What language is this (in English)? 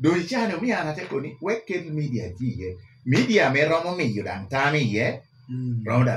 Lango (Uganda)